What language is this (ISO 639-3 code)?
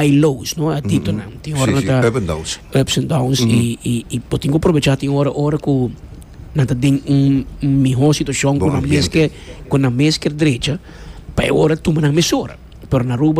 pap